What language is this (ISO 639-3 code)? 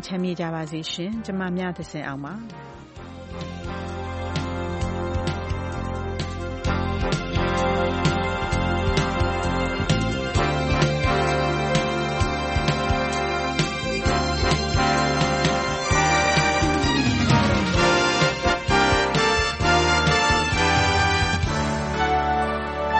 mya